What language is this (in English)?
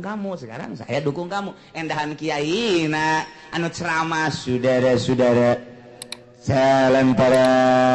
Sundanese